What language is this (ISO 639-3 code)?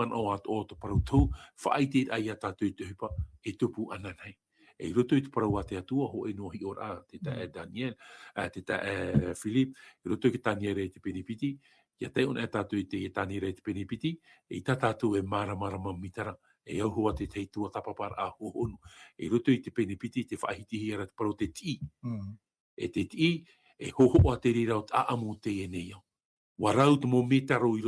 tah